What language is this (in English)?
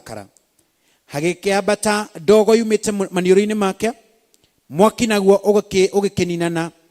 Kikuyu